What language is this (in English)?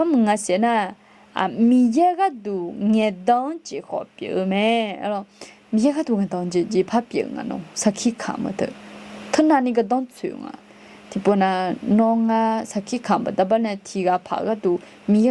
Akha